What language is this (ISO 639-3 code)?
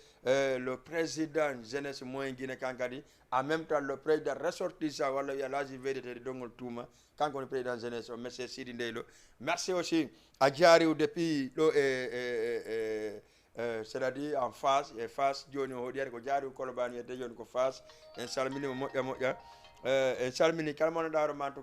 ful